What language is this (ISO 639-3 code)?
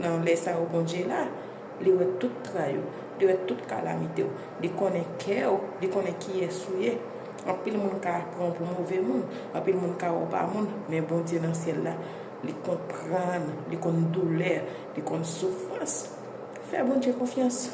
hat